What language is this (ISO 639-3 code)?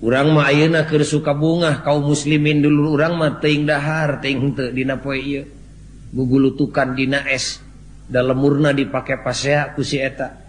sun